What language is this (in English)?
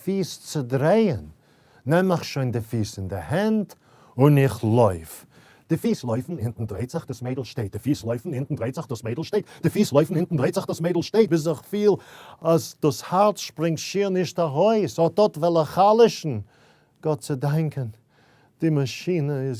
Yiddish